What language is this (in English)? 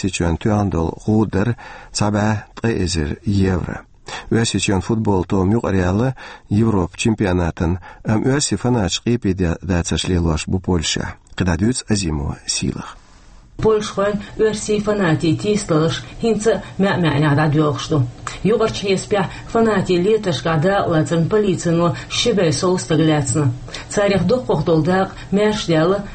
Chechen